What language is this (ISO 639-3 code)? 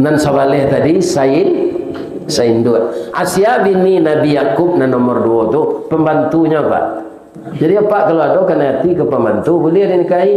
min